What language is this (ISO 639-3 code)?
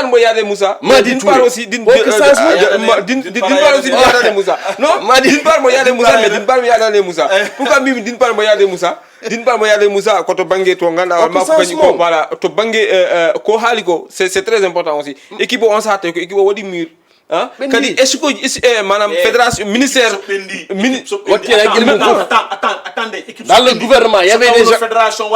ful